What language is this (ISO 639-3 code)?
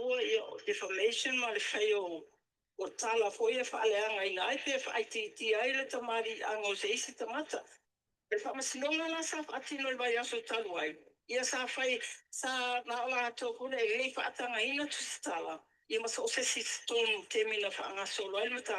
smo